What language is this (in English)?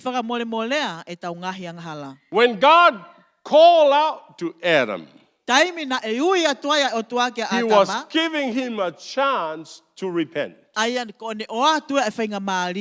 Tongan